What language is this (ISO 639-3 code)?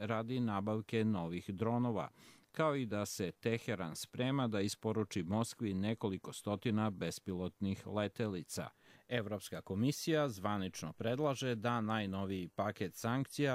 hrv